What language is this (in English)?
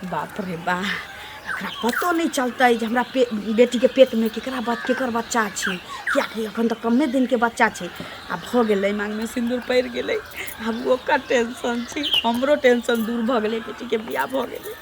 Maithili